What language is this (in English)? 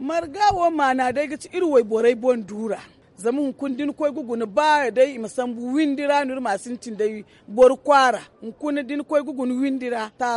Zarma